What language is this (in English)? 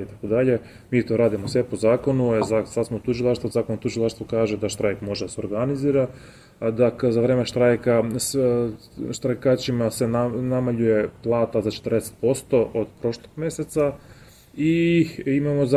Serbian